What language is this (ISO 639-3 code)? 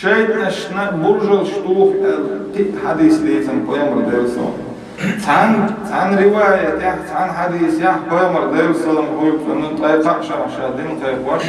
che